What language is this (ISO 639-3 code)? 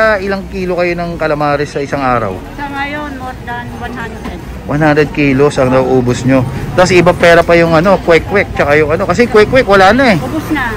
fil